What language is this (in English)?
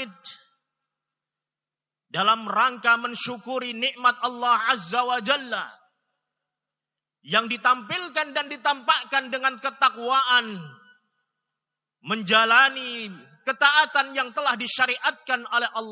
Indonesian